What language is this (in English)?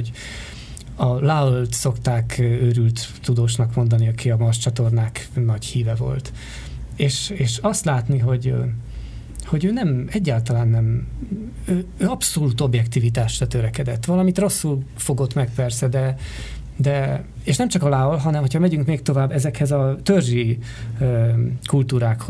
Hungarian